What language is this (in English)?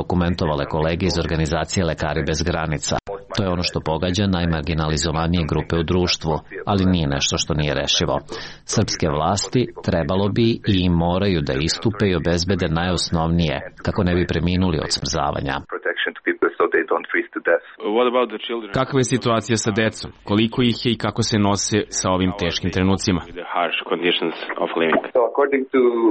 Serbian